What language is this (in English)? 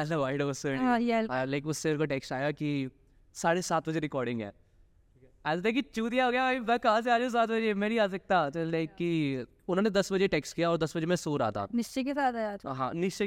Hindi